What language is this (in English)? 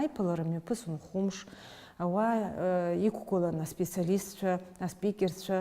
Abkhazian